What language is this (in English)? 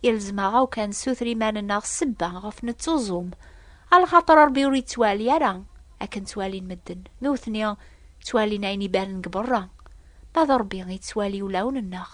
Kabyle